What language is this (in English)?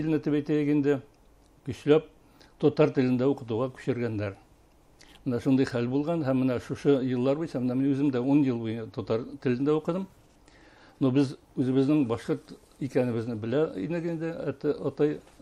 Bashkir